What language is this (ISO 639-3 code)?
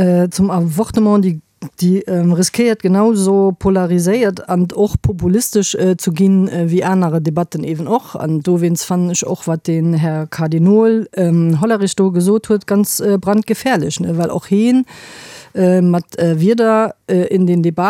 ltz